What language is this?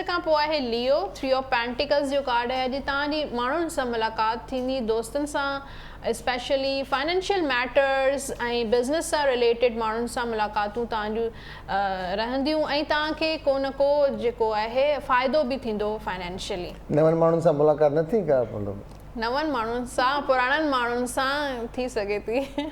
Sindhi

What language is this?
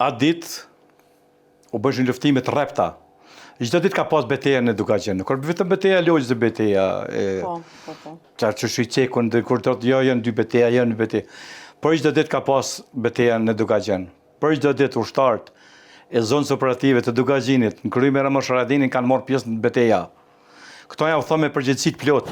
Albanian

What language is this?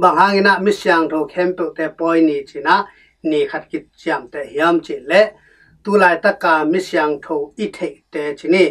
Tedim Chin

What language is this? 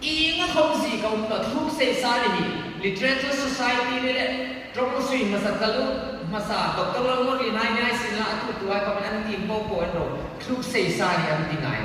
Hmar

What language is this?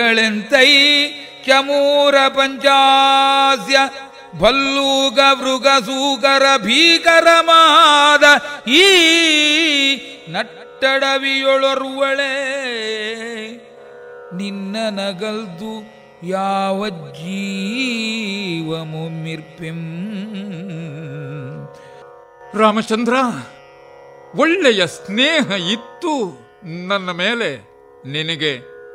Kannada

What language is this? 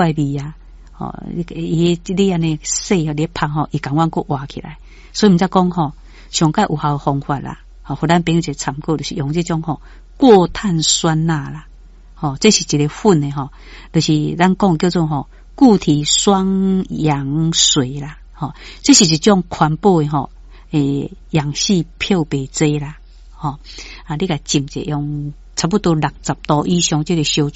Min Nan Chinese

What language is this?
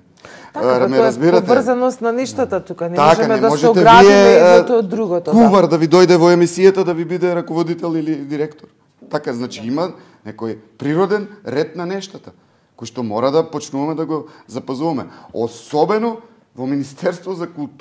Macedonian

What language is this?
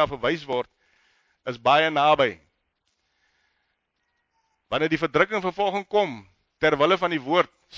Afrikaans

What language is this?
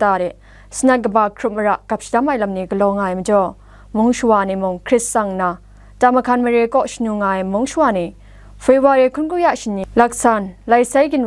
Kachin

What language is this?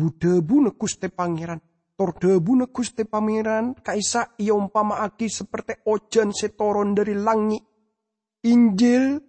Madurese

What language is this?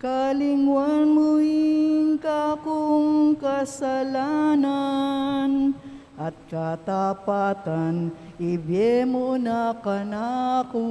Pampanga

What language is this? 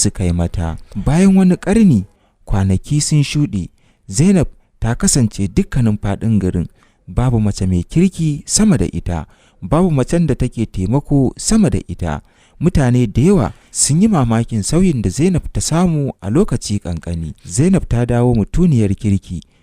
Hausa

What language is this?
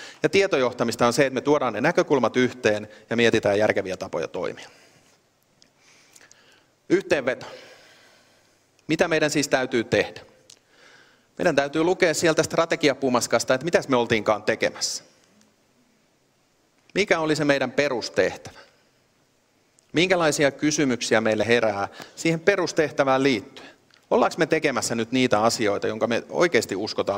Finnish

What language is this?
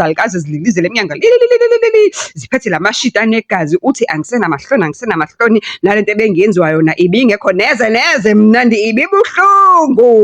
Zulu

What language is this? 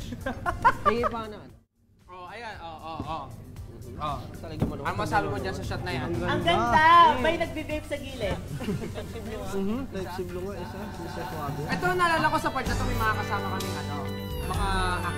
Filipino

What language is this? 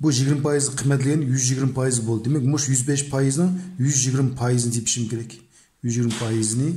Uyghur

